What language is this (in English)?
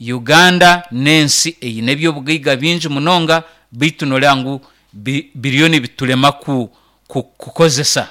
Nyankole